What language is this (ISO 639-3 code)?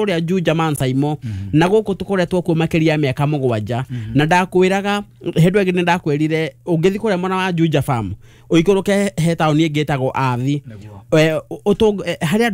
kik